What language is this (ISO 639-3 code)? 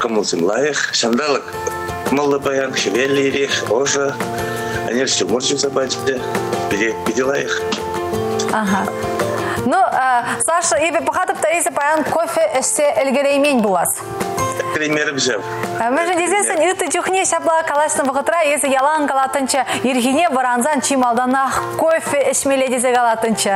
chv